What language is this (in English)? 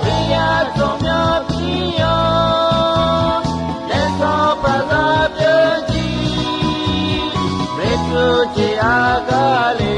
Akha